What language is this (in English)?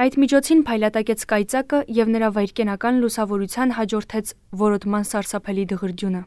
Armenian